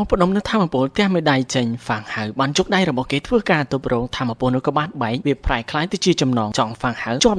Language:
Khmer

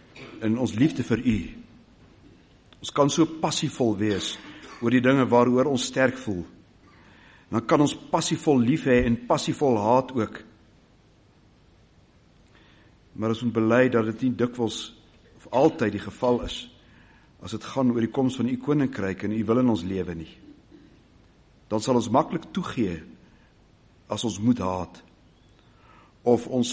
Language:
Afrikaans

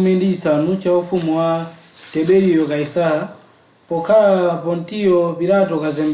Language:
Nyanja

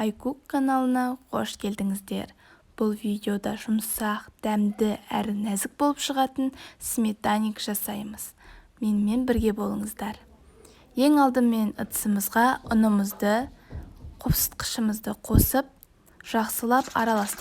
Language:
Kazakh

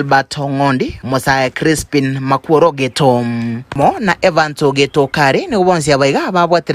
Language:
Gusii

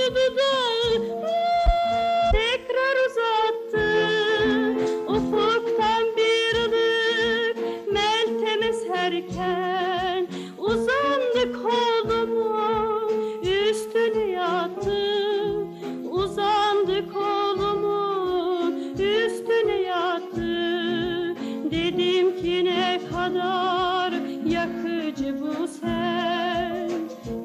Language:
Turkish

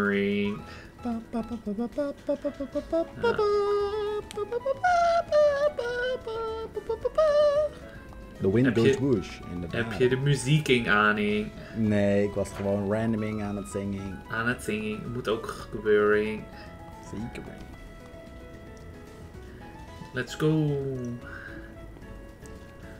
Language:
Dutch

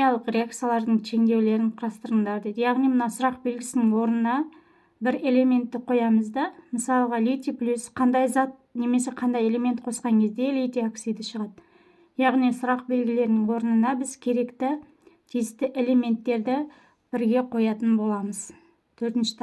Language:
Kazakh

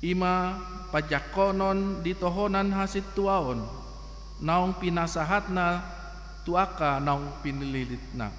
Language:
Batak Toba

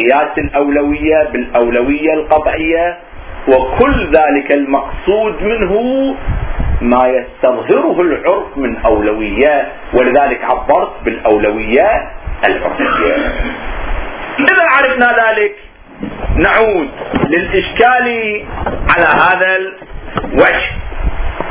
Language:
Arabic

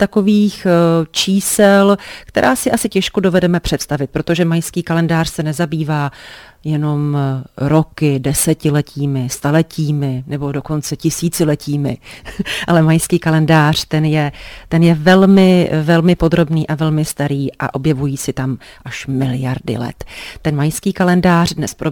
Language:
Czech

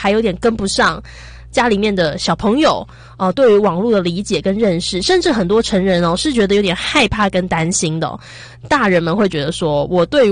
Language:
Chinese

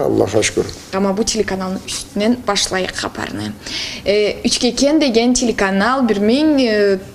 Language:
Karachay-Balkar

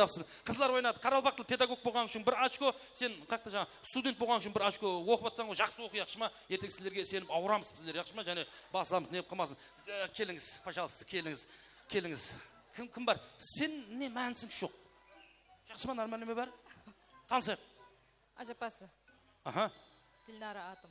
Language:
Kara-Kalpak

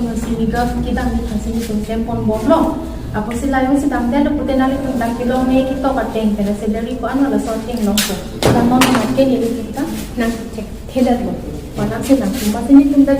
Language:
Karbi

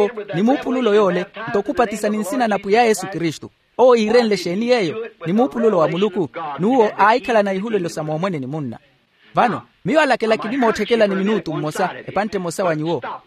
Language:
Makhuwa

